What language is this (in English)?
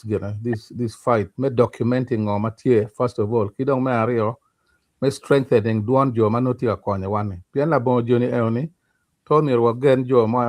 Acoli